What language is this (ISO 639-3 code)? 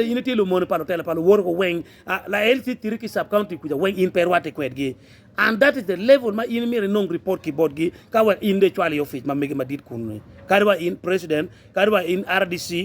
ach